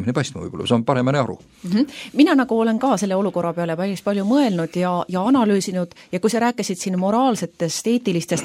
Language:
Estonian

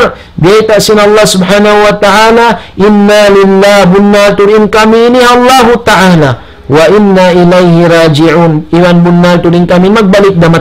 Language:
Tausug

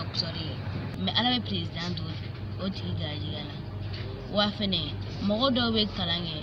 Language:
Bambara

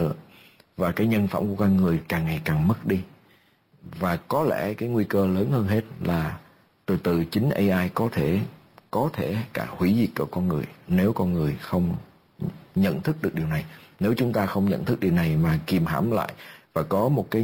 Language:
Vietnamese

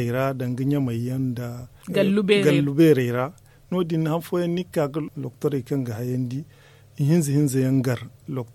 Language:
Zarma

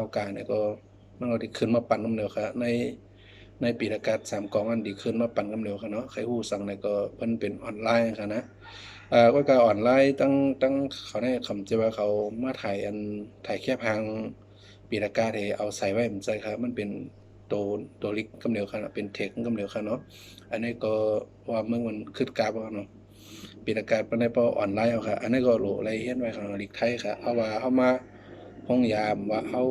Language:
Shan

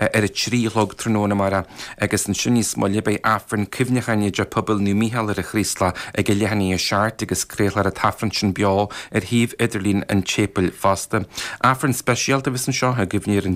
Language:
Irish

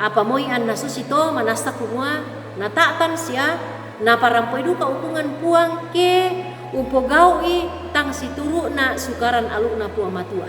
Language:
Toraja-Sa'dan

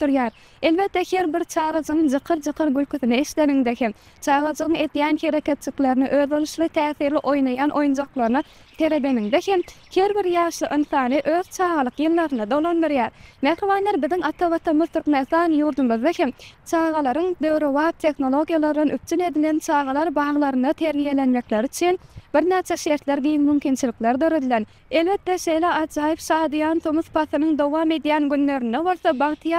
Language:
Turkmen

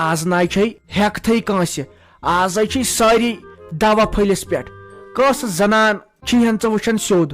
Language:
Kashmiri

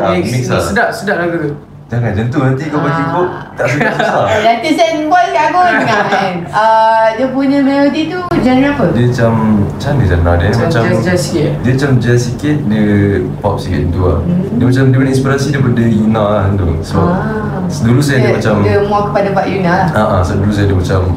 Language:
Malay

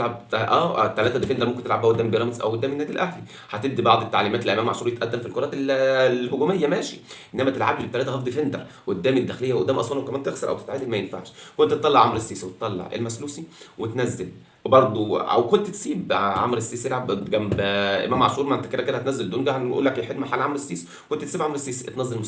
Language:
Egyptian Arabic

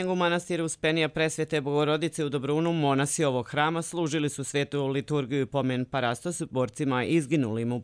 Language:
Serbian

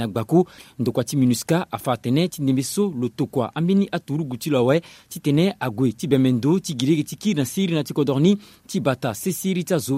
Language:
Sango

